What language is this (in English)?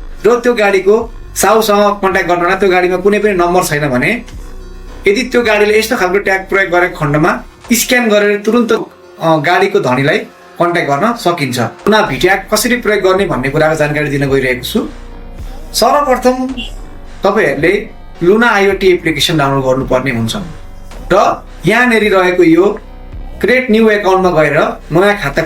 Nepali